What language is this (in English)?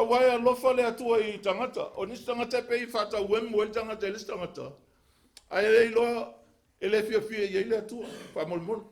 Samoan